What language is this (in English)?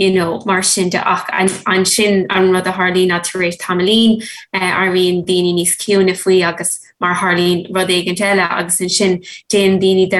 Irish